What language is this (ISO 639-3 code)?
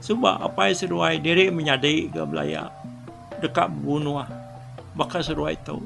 iba